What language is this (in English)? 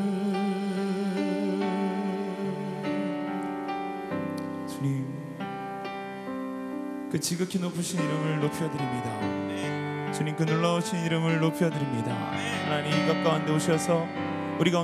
Korean